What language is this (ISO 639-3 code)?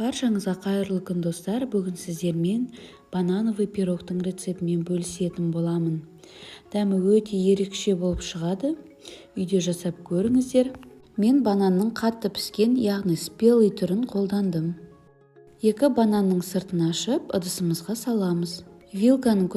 kaz